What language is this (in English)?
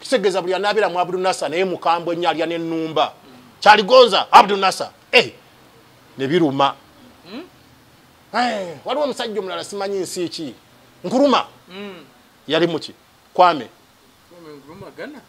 Ganda